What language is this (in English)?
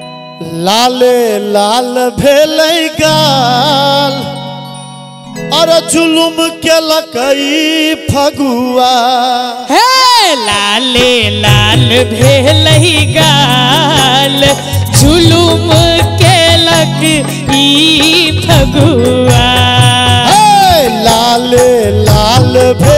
Maithili